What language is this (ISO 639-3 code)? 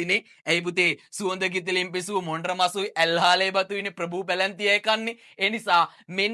sin